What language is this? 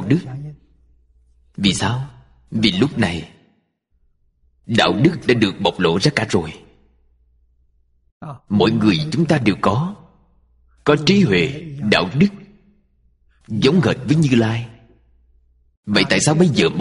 Vietnamese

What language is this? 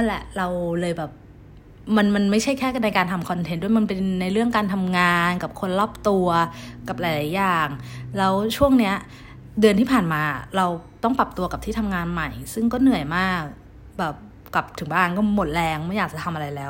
Thai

